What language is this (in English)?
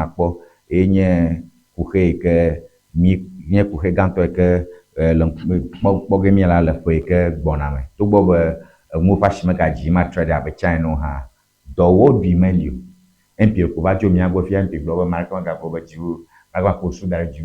Ewe